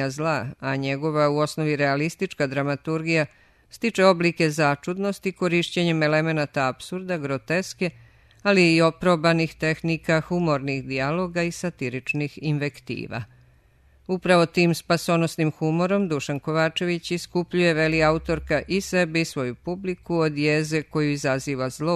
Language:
Serbian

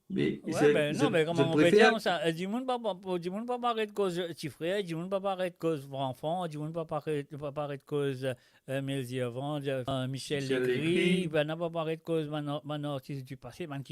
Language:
Morisyen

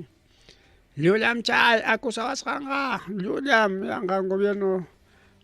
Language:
Ayacucho Quechua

